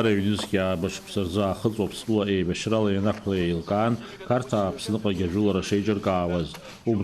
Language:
Abkhazian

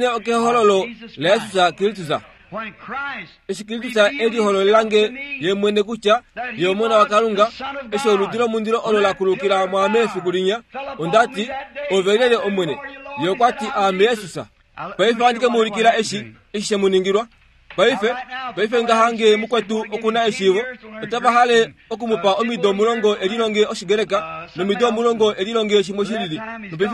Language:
Kuanyama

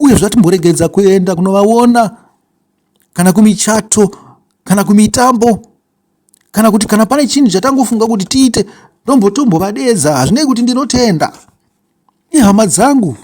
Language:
Shona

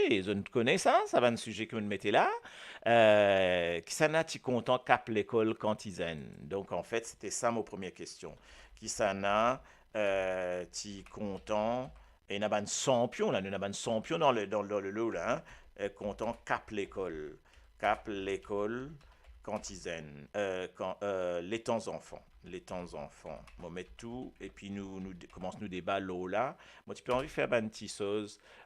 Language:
Morisyen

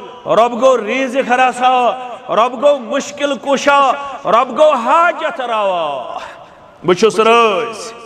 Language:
Kashmiri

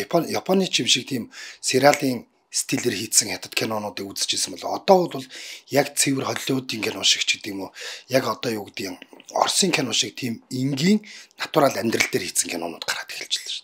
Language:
Mongolian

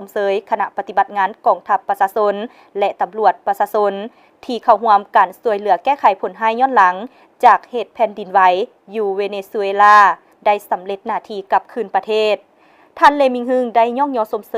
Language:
Lao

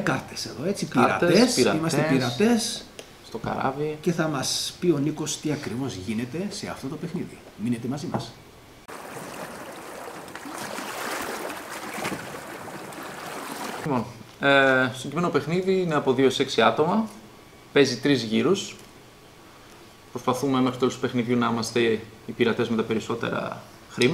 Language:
Greek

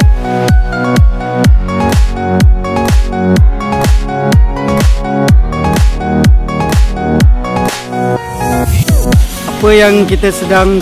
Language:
Malay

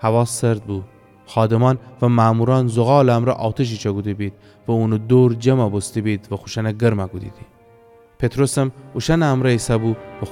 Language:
Gilaki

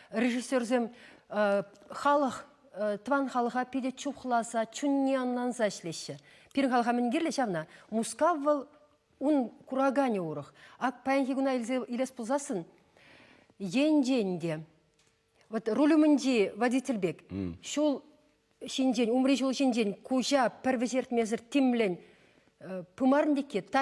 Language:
Chuvash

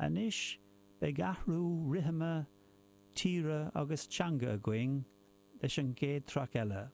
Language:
Irish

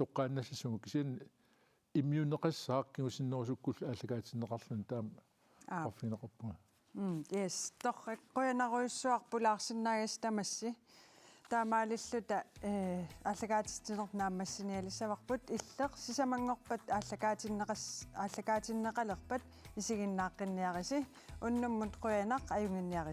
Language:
Kalaallisut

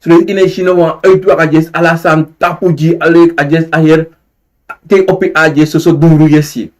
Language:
Sranan Tongo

